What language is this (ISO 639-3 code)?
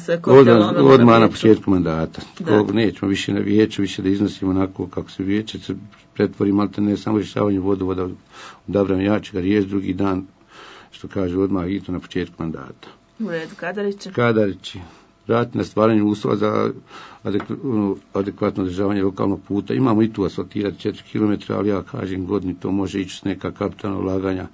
bos